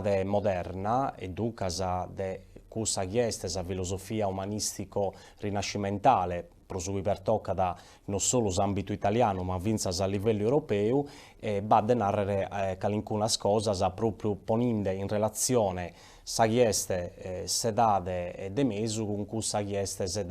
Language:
Sardinian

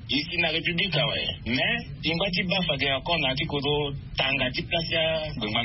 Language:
Sango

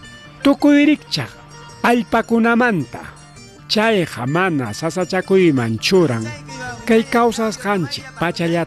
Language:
Ayacucho Quechua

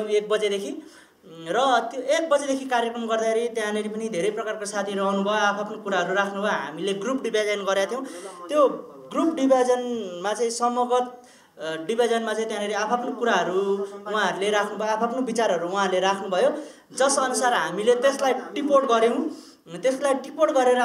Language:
Nepali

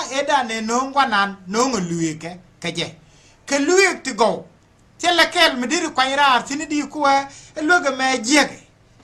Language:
Nuer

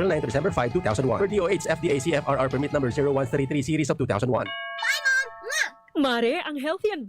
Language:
Bikol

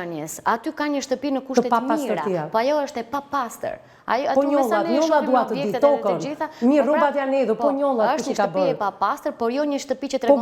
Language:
Albanian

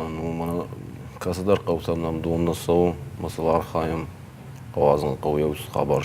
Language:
Ossetic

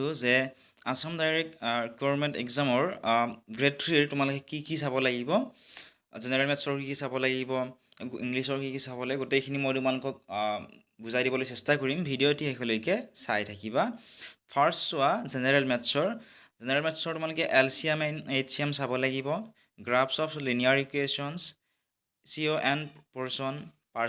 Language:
Assamese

